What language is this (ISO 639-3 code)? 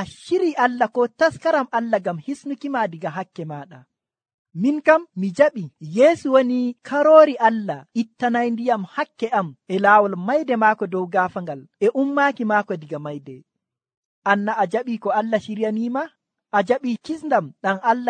fuv